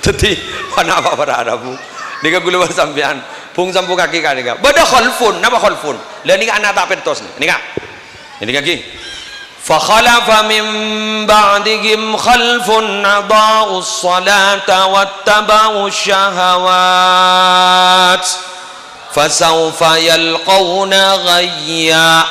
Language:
Madurese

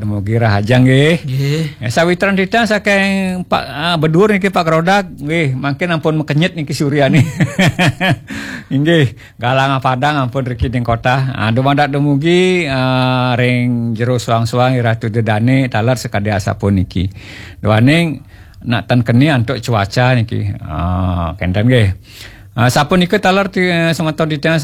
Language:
Balinese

